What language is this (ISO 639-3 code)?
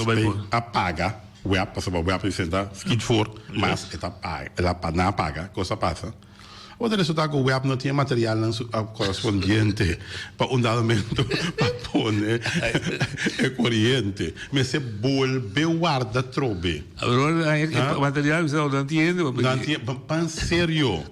pap